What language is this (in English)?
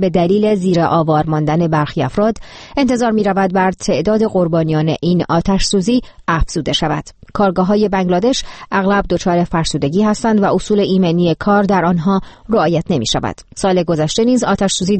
Persian